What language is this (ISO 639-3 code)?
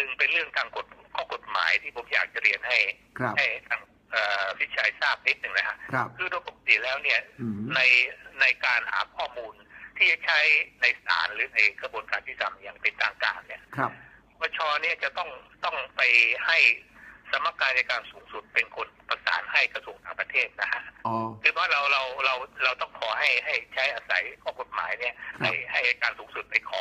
tha